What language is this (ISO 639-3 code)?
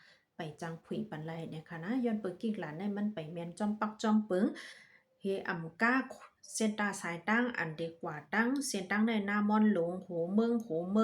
shn